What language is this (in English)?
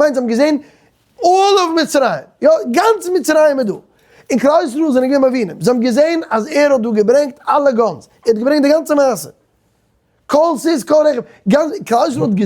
Yiddish